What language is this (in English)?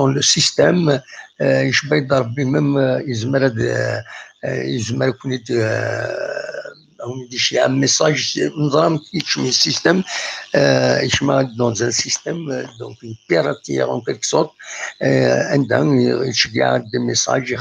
Kabyle